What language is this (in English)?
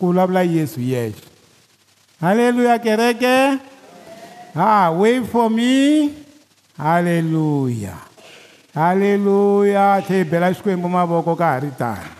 Tsonga